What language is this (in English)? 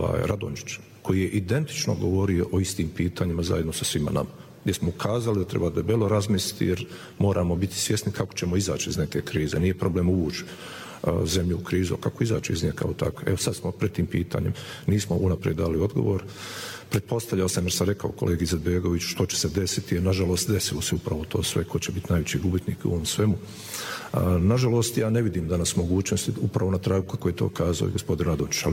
Bosnian